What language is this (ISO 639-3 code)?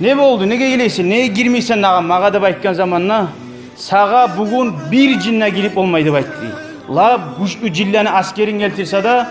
kum